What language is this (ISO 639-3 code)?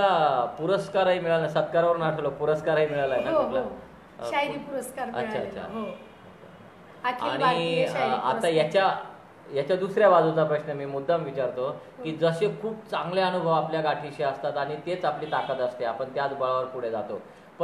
mar